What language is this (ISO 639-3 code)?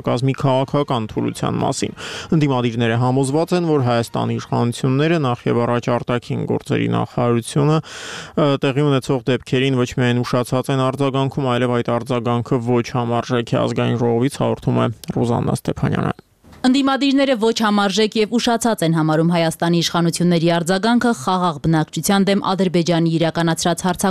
hye